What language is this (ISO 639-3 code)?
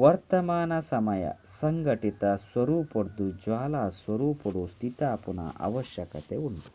tcy